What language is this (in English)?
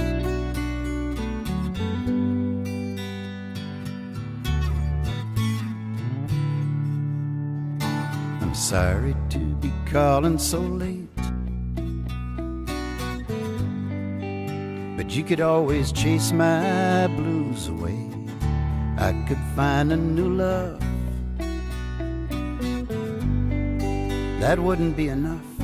English